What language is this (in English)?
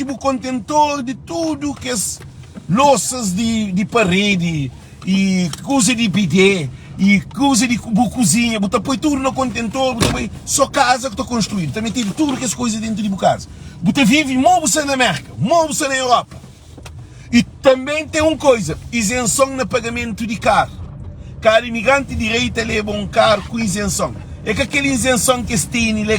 Kabuverdianu